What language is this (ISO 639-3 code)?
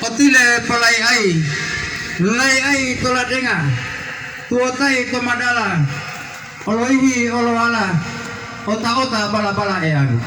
gor